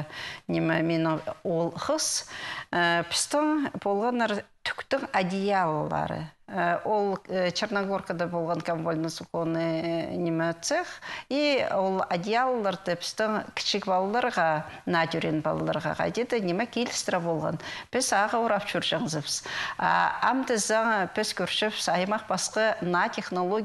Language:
Khakas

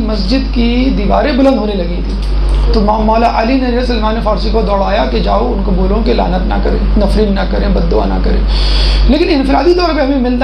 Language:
Urdu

